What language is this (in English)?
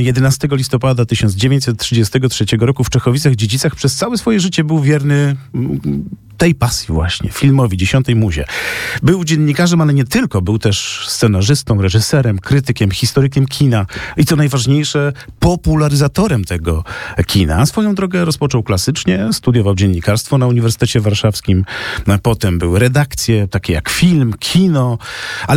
Polish